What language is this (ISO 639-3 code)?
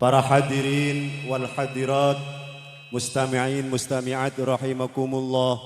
mad